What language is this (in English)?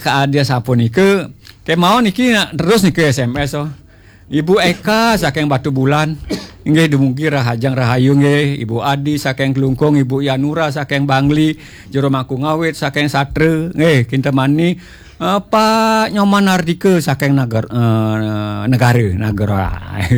Balinese